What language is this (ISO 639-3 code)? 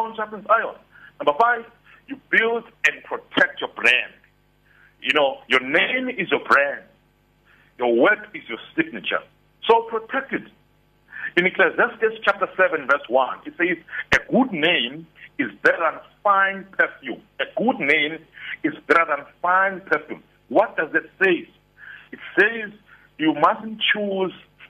eng